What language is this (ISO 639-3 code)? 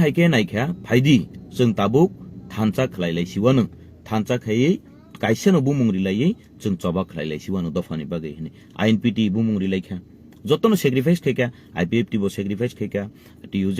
trp